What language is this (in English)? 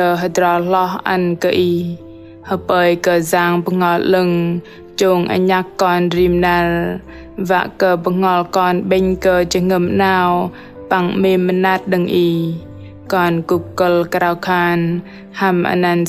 Bahnar